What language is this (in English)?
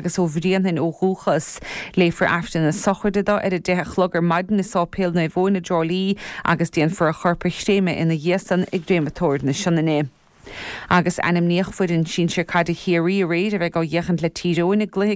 Irish